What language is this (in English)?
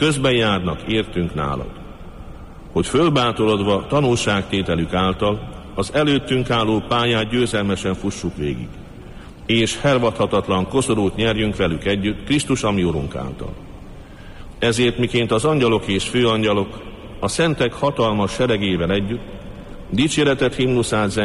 Hungarian